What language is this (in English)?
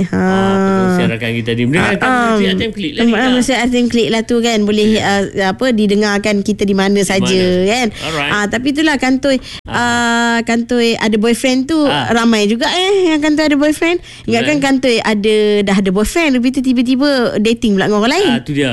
Malay